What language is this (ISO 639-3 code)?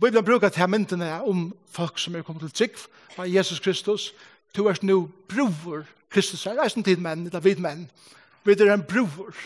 fao